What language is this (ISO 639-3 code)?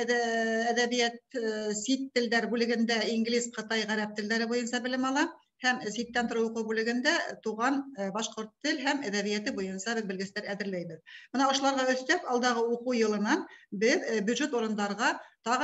bak